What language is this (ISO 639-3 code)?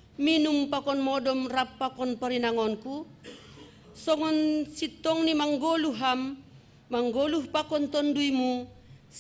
bts